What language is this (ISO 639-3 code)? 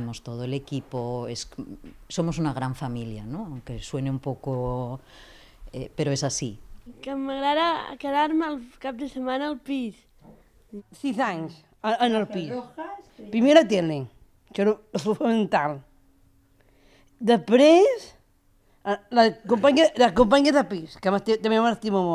cat